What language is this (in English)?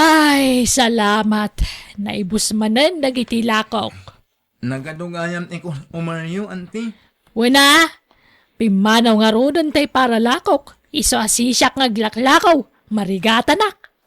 Iloko